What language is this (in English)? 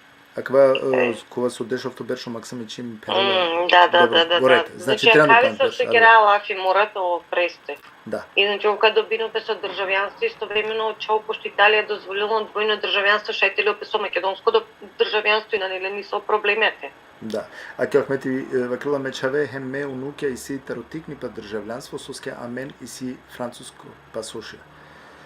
Balkan Romani